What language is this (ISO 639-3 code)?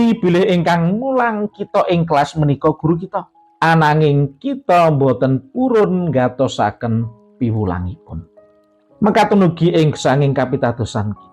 jav